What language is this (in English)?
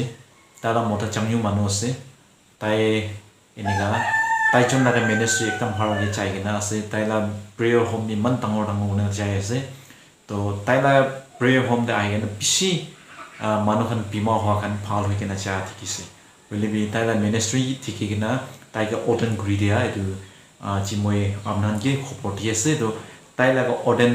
Naga Pidgin